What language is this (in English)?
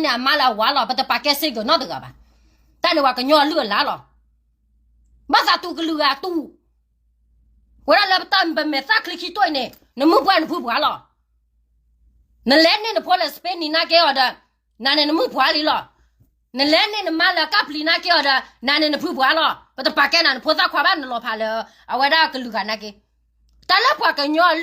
S'gaw Karen